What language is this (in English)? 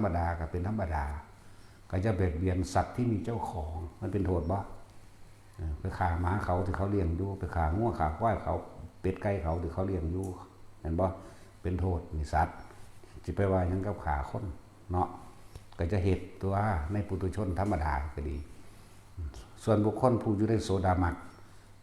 Northeastern Thai